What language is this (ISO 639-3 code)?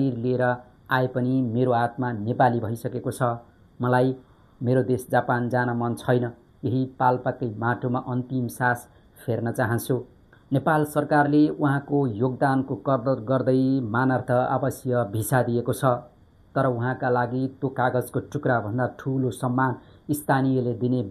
nep